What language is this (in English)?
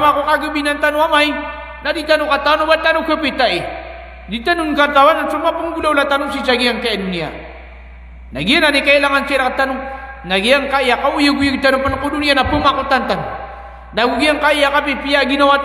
Maranao